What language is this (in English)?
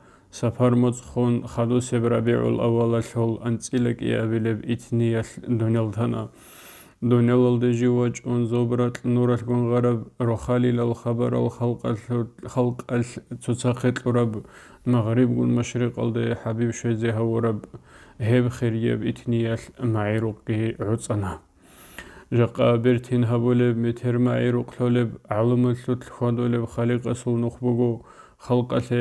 Avaric